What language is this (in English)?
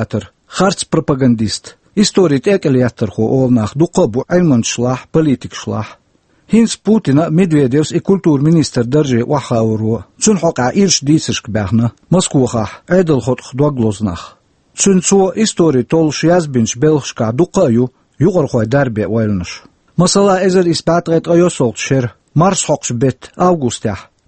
Chechen